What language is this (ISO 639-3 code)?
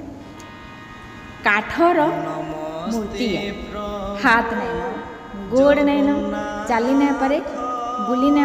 spv